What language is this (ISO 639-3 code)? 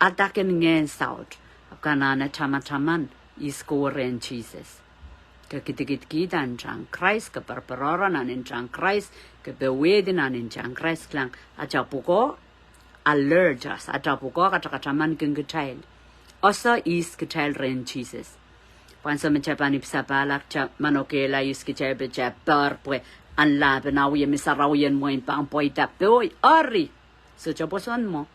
pon